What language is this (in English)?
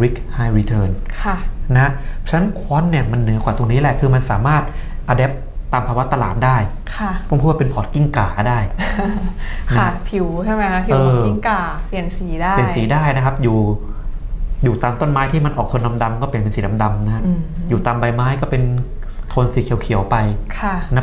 Thai